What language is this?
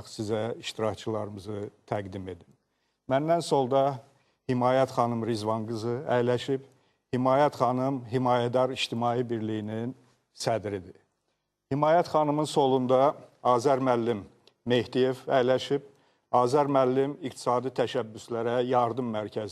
Azerbaijani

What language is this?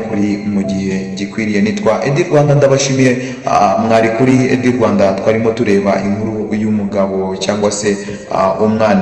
Kinyarwanda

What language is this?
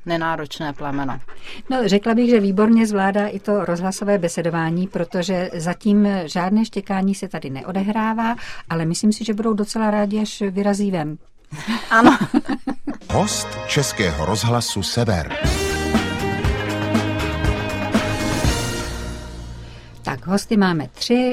Czech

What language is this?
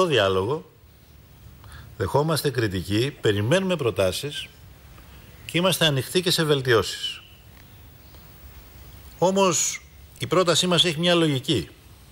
Greek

